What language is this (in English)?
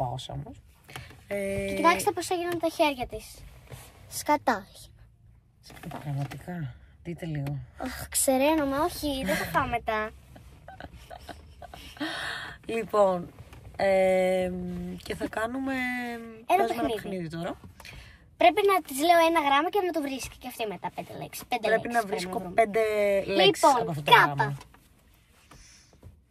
Greek